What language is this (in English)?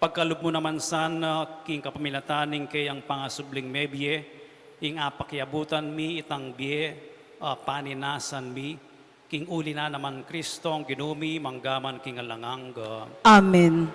Pampanga